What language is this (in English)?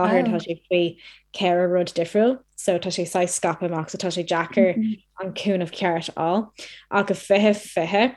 Irish